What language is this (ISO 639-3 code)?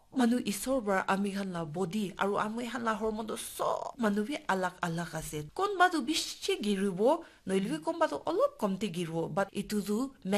nag